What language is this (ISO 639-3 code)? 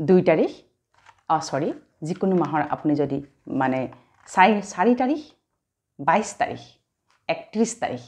asm